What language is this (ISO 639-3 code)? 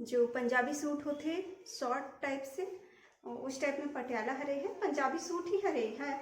hne